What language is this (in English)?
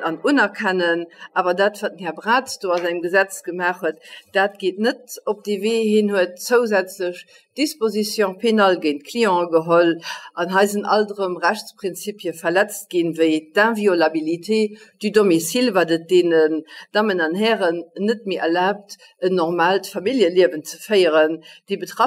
Luxembourgish